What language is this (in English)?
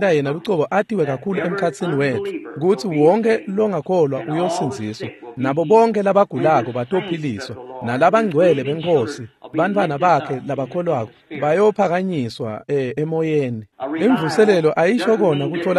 Swati